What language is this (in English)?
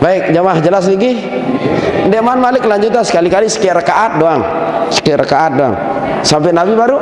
Sasak